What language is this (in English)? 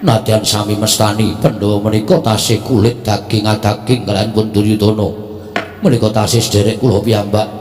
Javanese